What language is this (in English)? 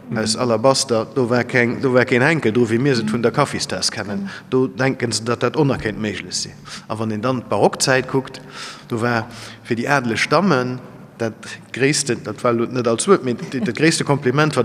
Luxembourgish